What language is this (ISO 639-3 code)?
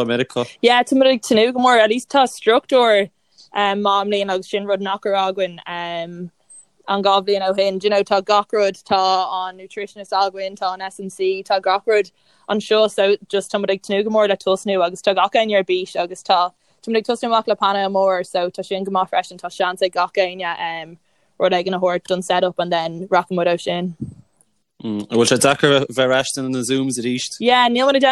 gle